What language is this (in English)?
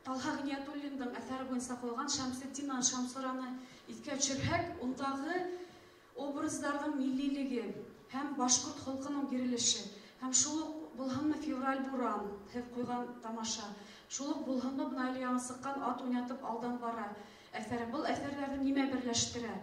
Bashkir